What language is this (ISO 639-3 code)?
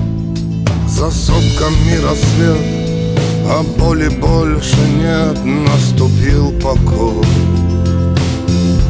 rus